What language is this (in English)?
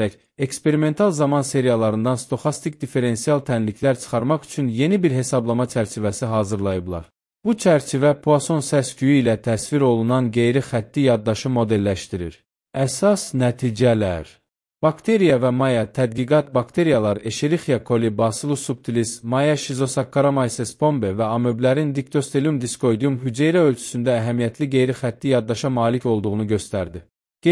Azerbaijani